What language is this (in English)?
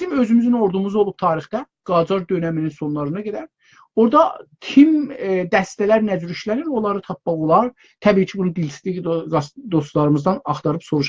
South Azerbaijani